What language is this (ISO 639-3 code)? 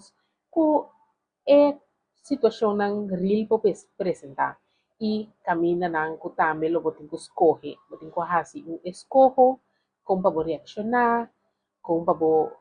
pap